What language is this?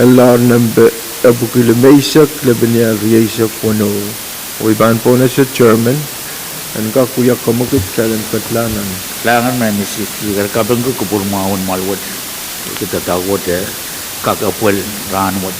Pohnpeian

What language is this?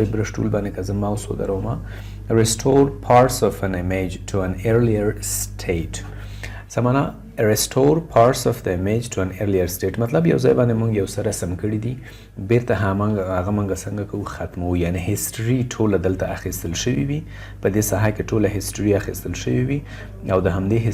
Pashto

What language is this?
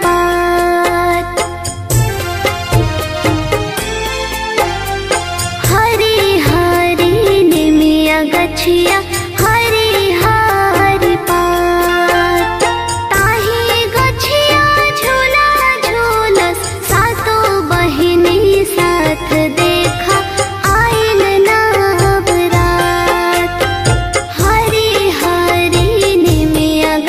Bhojpuri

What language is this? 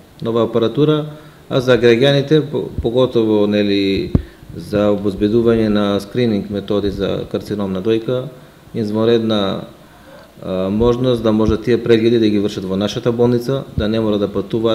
Macedonian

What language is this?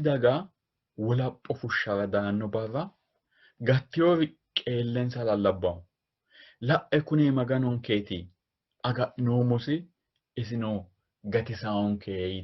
Sidamo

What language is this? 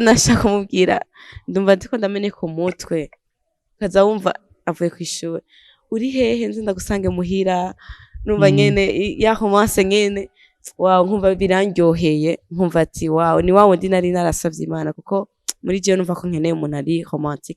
Rundi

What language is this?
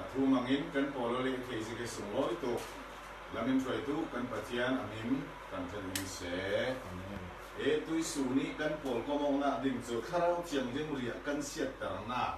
Falam Chin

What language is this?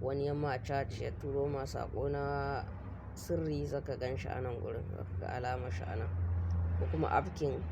Hausa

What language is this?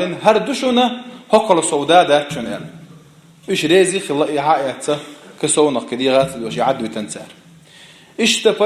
Chechen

